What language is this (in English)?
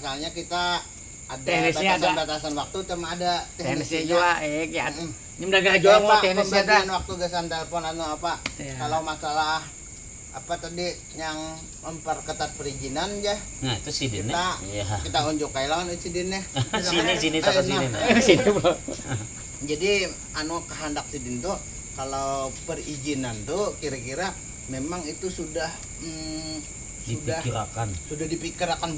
Banjar